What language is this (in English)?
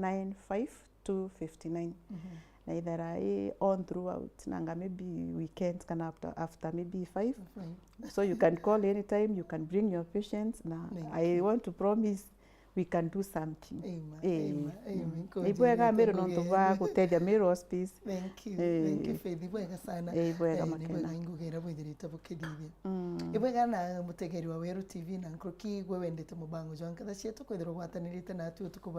Meru